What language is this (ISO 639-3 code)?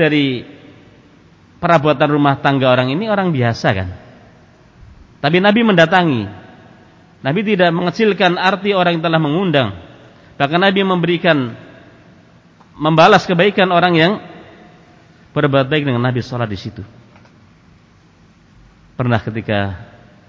ind